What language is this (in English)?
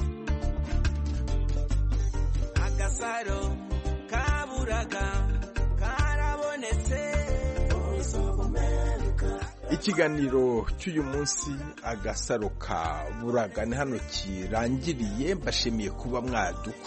Kinyarwanda